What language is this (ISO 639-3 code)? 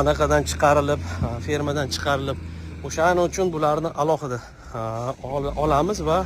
uzb